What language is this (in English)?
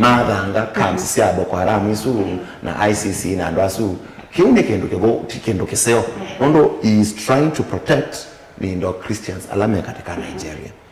Kamba